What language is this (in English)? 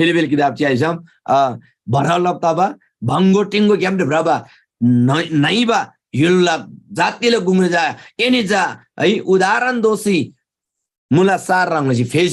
Eastern Tamang